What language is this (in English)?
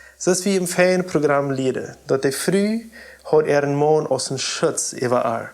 Plautdietsch